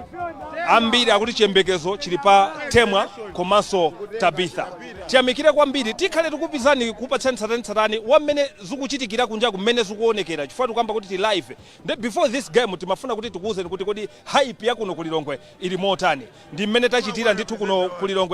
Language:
Nyanja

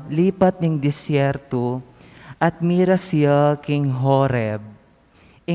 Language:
Pampanga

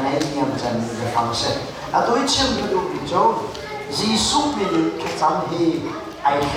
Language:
Hakha Chin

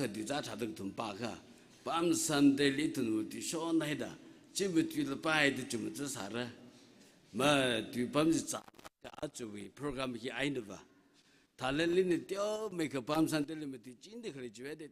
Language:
Tangkhul Naga (India)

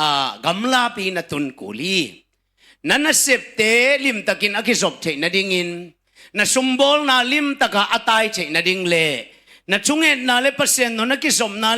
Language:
Tedim Chin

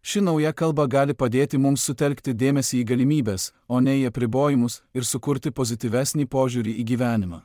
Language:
Lithuanian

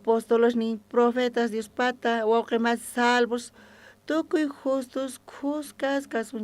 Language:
South Bolivian Quechua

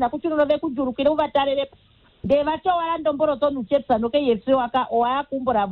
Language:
Kuanyama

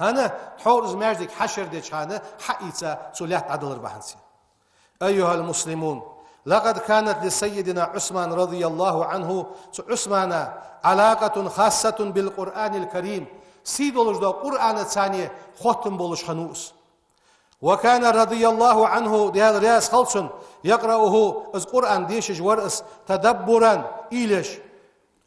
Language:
Ingush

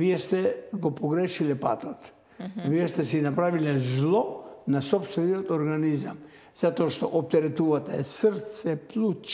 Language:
Macedonian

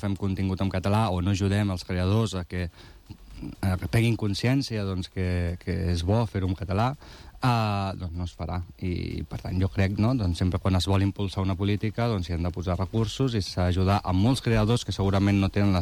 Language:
Catalan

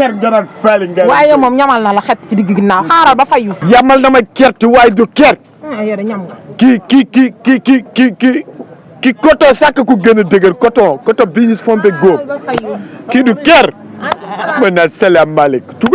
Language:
Wolof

